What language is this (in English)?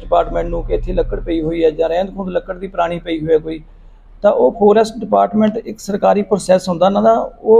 Punjabi